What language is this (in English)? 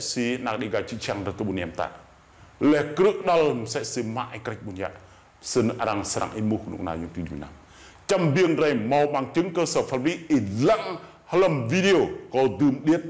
Rade